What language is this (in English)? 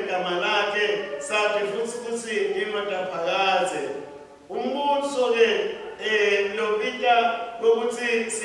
Swati